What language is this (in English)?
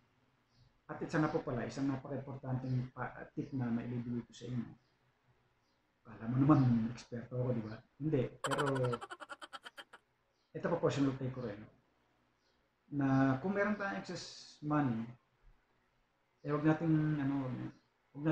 Filipino